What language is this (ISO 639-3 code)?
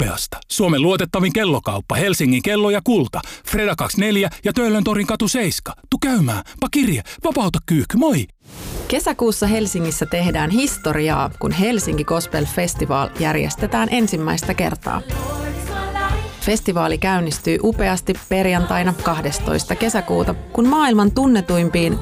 fin